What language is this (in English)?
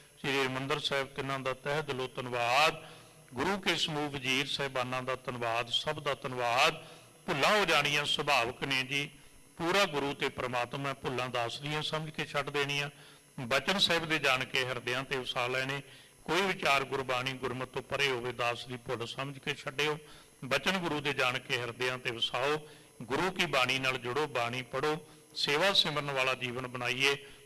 Punjabi